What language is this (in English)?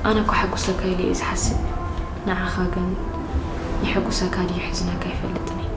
Tigrinya